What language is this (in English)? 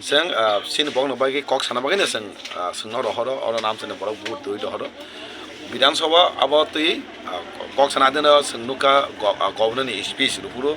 Kok Borok